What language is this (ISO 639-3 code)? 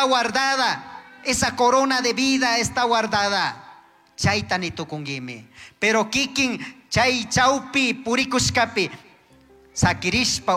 qug